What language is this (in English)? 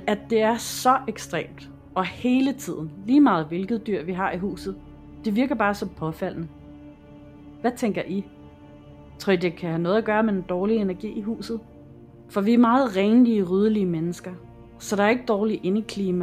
Danish